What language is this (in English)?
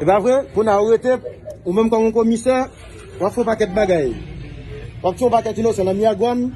Haitian Creole